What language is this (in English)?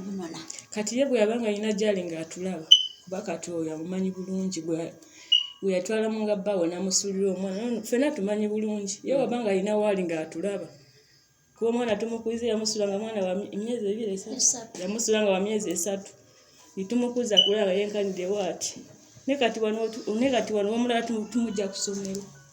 Ganda